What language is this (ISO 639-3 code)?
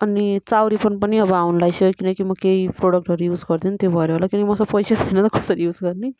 nep